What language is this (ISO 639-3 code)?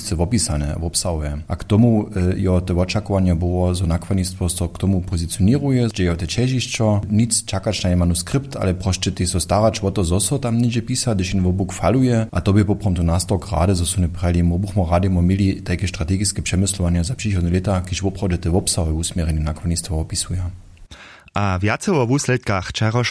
hsb